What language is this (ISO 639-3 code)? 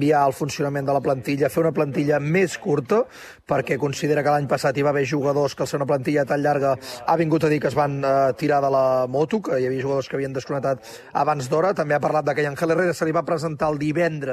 cat